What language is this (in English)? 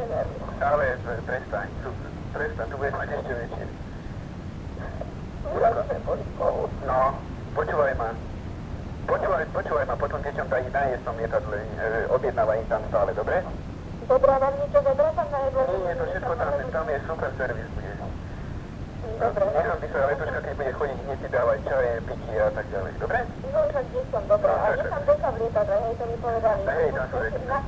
Slovak